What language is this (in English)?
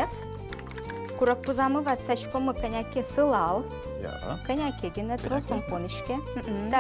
Udmurt